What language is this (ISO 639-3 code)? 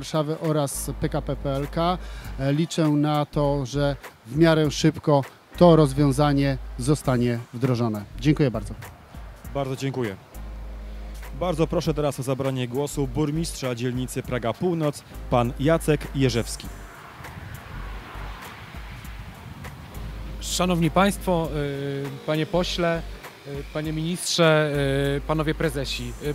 pol